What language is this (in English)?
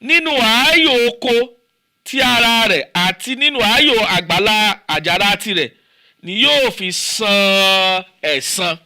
Yoruba